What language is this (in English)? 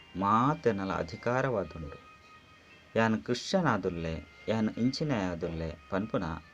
Tulu